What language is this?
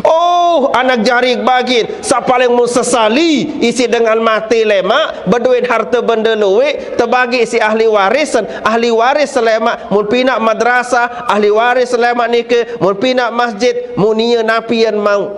Sasak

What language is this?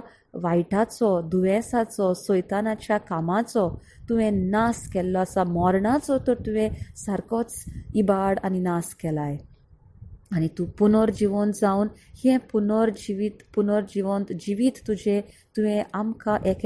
Konkani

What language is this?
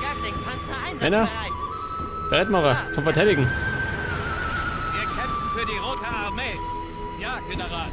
Bavarian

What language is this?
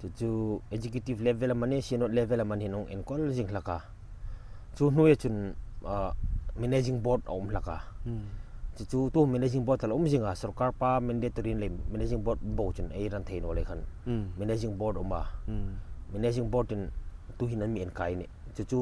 Hmar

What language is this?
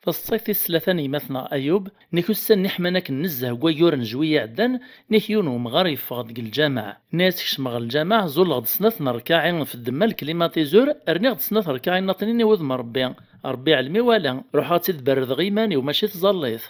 Kabyle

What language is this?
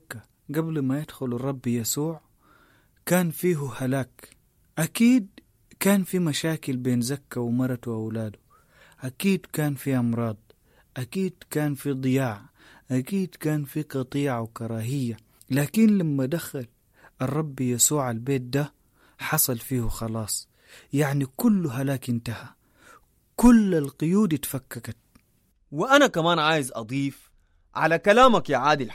Sudanese Arabic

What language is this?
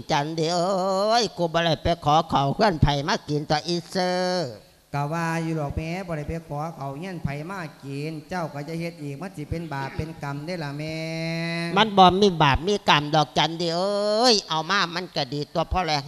Lao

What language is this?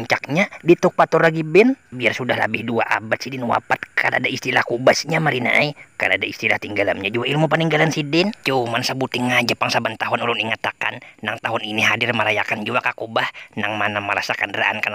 Banjar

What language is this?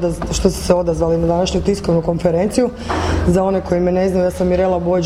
Croatian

